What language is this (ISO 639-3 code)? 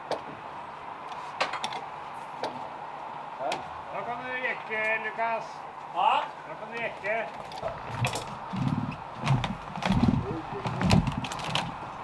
nor